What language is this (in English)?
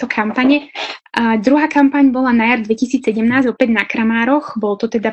Slovak